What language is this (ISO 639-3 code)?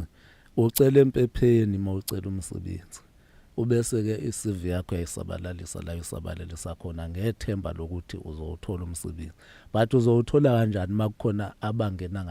zul